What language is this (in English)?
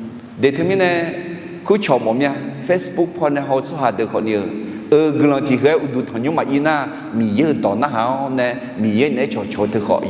Akha